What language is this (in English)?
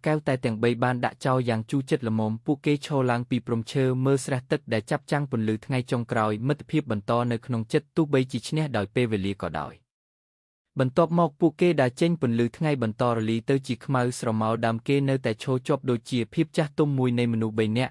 Khmer